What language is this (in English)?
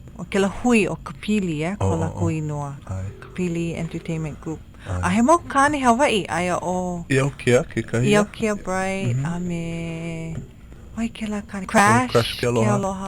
Hawaiian